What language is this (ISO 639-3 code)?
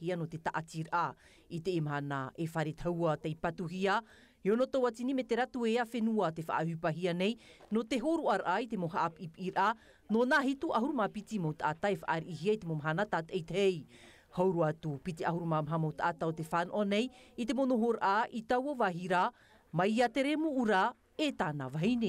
tah